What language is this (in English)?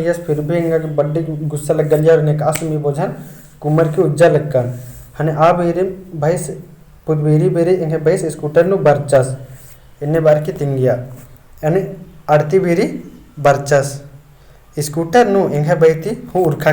Kurukh